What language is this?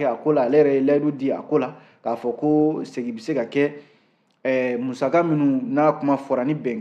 Bambara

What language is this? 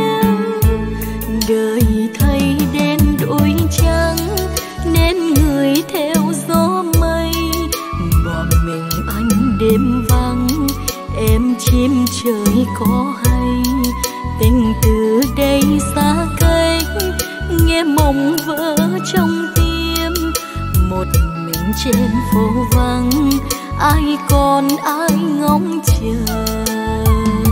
Vietnamese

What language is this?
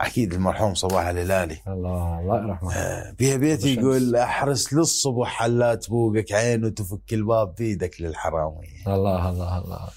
Mesopotamian Arabic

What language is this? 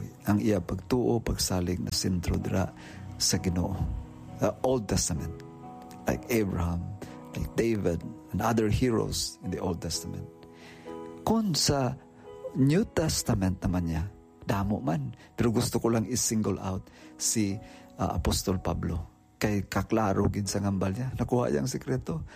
Hiligaynon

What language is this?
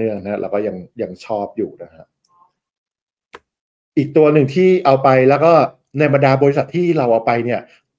Thai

